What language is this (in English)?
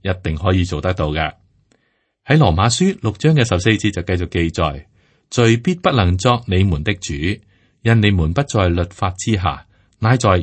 Cantonese